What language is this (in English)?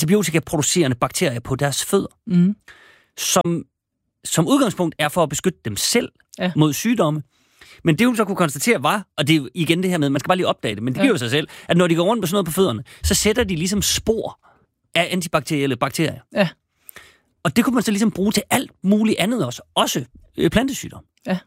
Danish